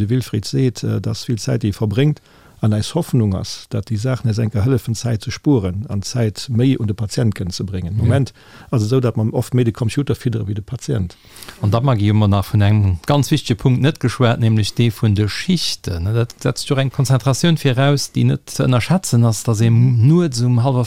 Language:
Luxembourgish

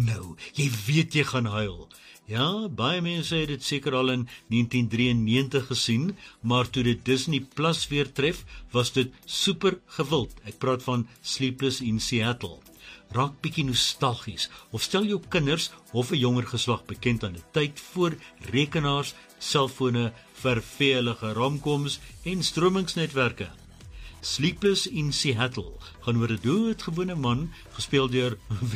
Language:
Afrikaans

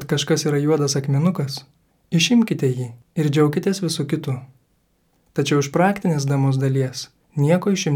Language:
Lithuanian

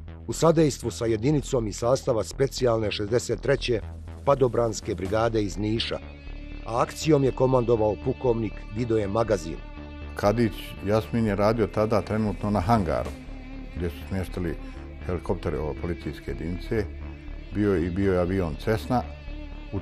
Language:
Bosnian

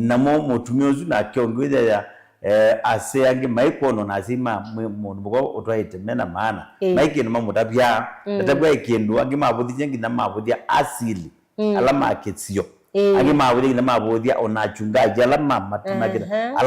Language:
Kamba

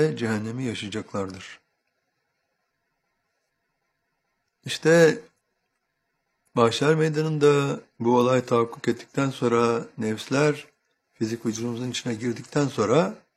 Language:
Turkish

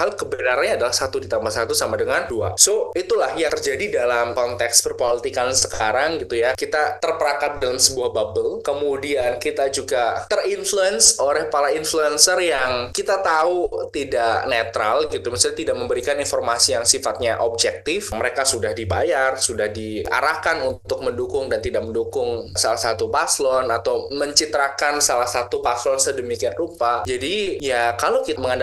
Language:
Indonesian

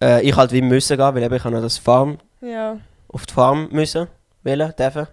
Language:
Swiss German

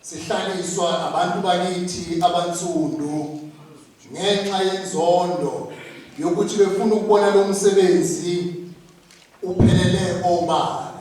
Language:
Zulu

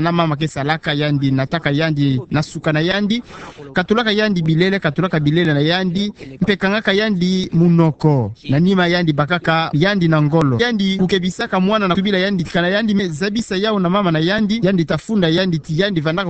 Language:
Kituba (Democratic Republic of Congo)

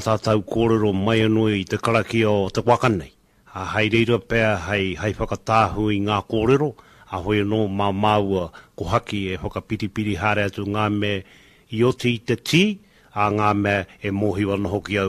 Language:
Māori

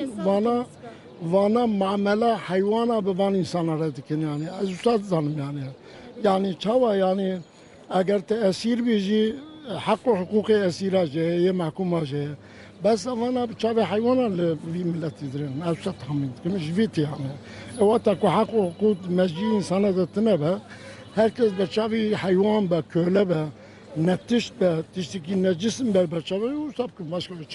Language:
Kurdish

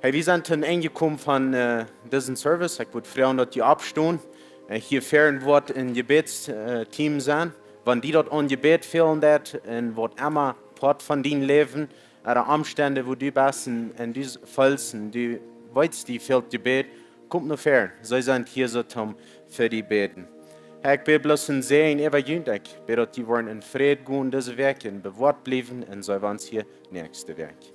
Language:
Plautdietsch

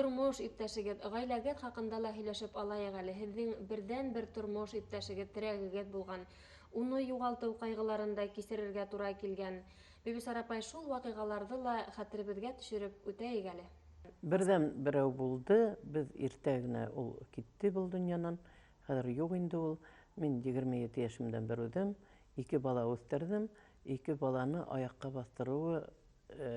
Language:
Bashkir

